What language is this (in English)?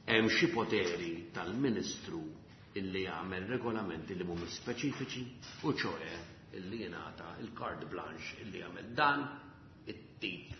Maltese